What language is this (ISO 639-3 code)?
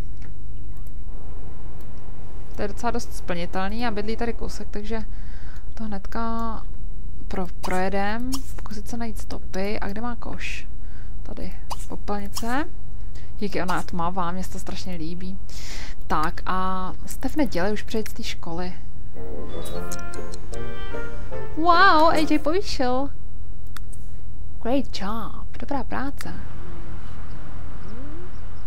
ces